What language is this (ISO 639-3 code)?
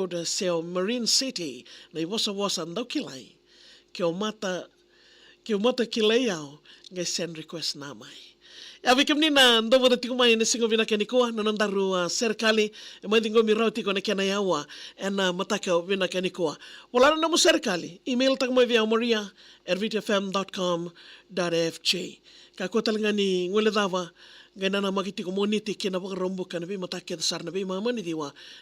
fij